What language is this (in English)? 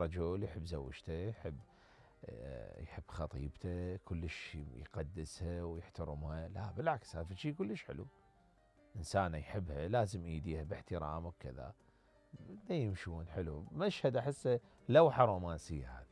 Mesopotamian Arabic